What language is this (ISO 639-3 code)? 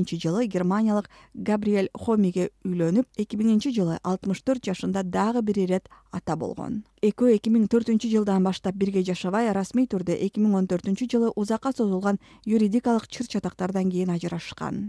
kir